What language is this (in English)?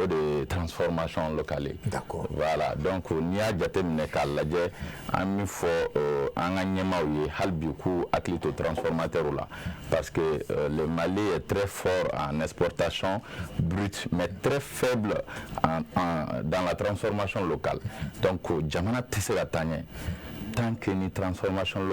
Bambara